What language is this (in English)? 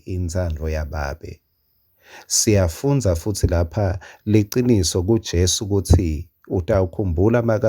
Swati